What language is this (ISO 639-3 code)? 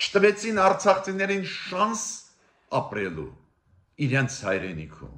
hye